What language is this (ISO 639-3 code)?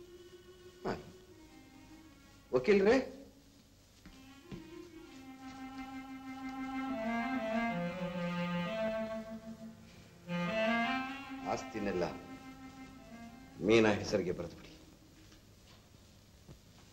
kan